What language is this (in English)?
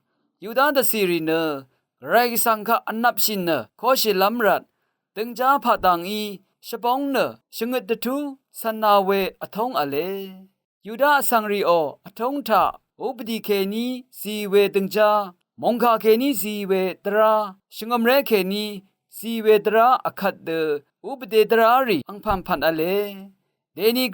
Rawang